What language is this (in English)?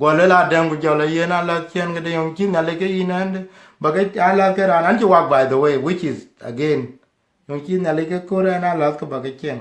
Dinka